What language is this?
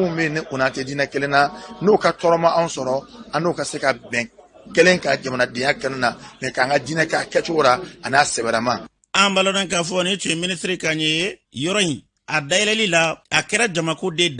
Bambara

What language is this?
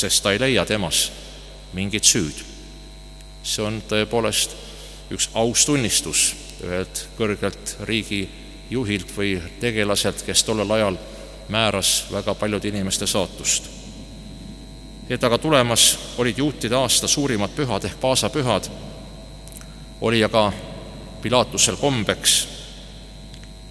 Estonian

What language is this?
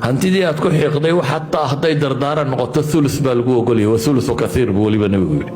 Somali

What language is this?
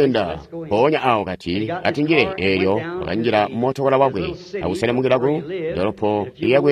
Tonga (Zambia)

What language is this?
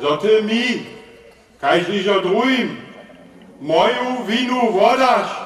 Upper Sorbian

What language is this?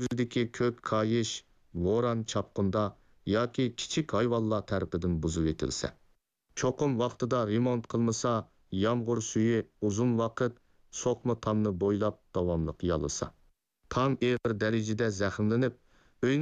Uyghur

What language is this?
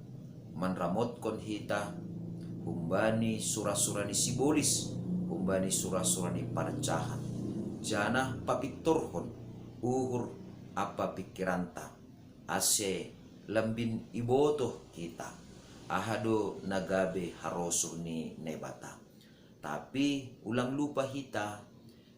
Batak Simalungun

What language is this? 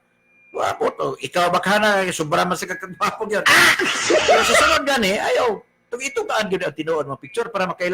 Cebuano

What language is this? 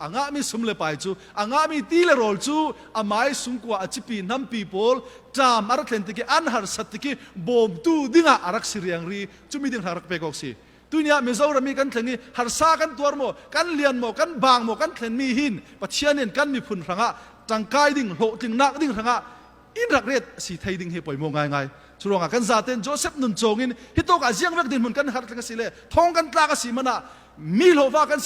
Falam Chin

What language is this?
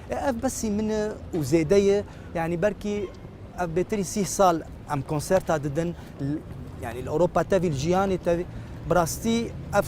Kurdish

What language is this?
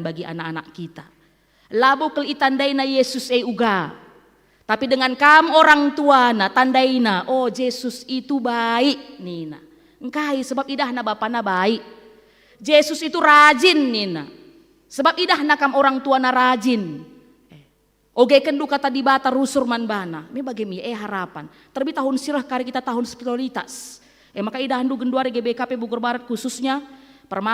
Batak Karo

